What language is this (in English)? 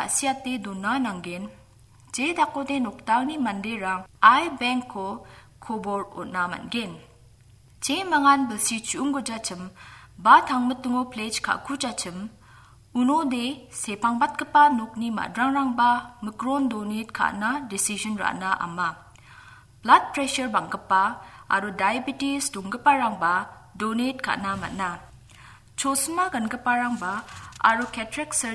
Garo